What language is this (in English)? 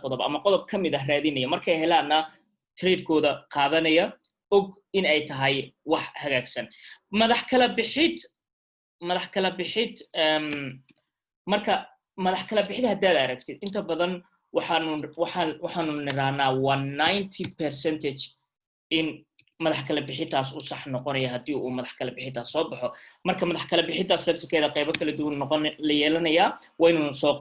Somali